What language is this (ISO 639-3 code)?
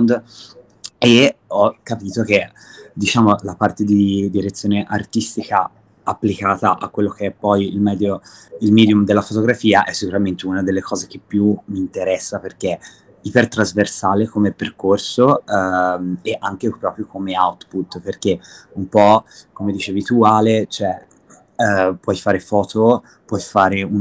ita